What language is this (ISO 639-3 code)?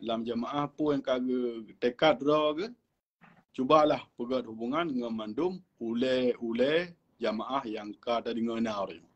ace